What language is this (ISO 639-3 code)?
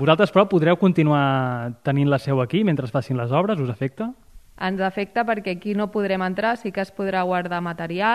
cat